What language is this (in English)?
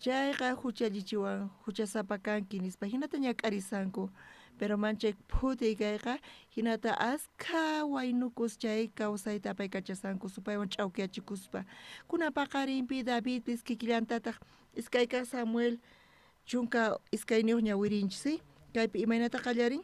South Bolivian Quechua